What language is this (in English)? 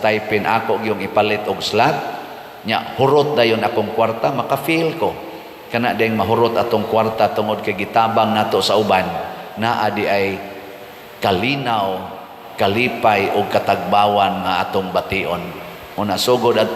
Cebuano